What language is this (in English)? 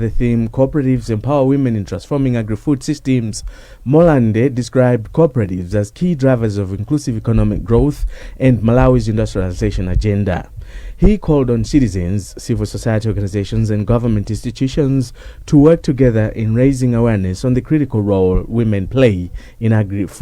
English